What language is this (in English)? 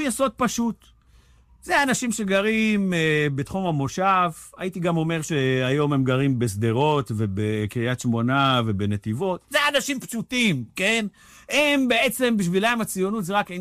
Hebrew